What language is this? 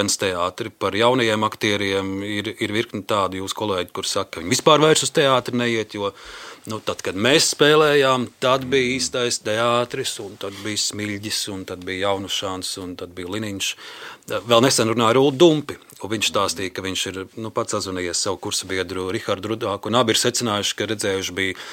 Latvian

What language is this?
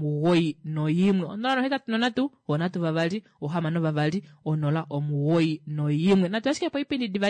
Kuanyama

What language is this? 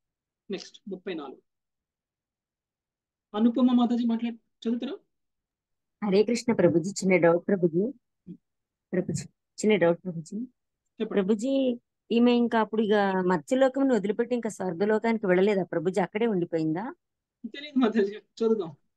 Telugu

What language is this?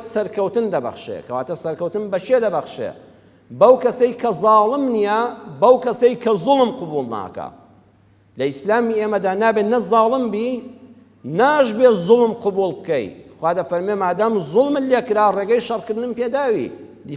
Central Kurdish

